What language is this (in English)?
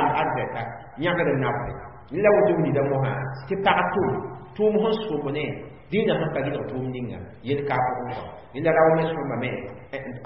Mossi